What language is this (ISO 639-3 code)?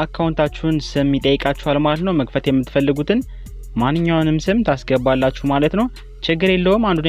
amh